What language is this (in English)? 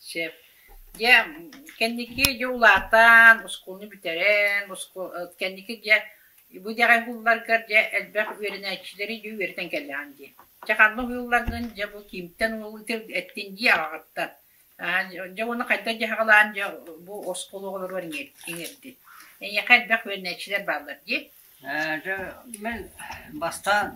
Yakut